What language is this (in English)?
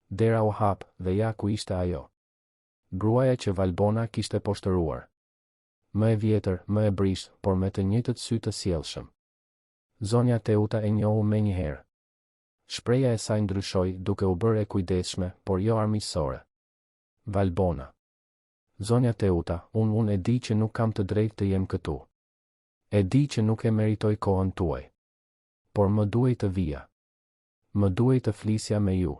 Albanian